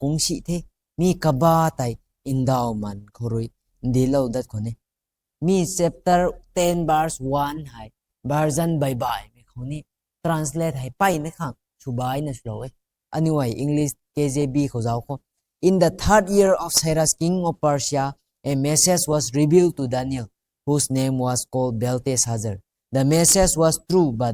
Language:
Rongmei Naga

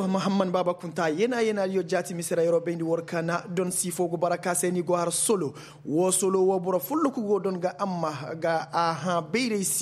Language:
Koyraboro Senni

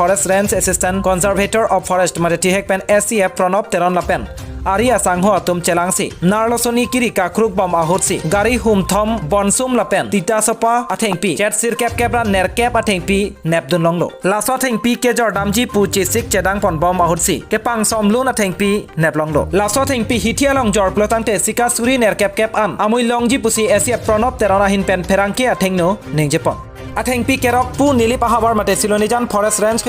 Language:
Karbi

